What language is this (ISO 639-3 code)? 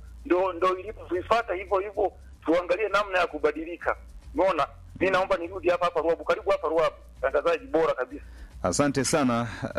swa